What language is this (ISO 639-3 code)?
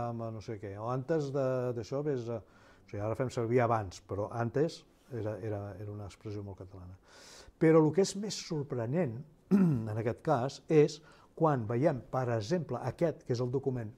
cat